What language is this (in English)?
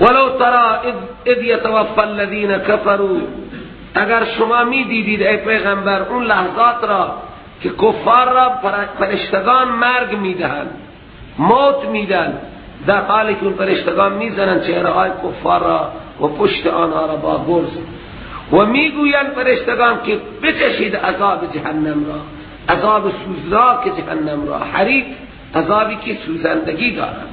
Persian